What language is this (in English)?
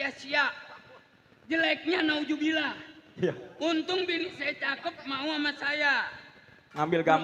Betawi